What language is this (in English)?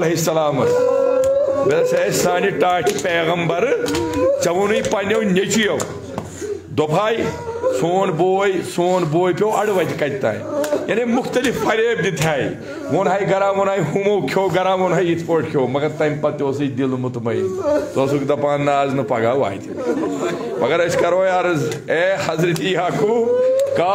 Kashmiri